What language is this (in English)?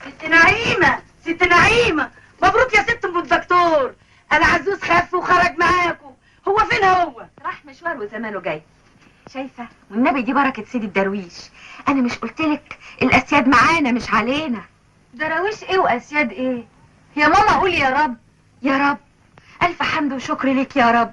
Egyptian Arabic